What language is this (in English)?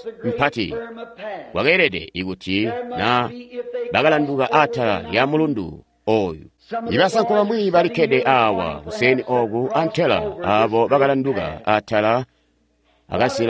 Tonga (Zambia)